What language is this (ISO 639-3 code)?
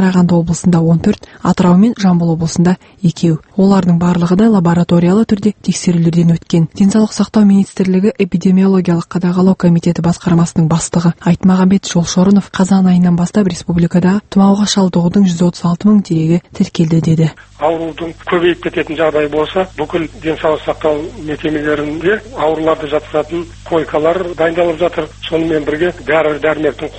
kaz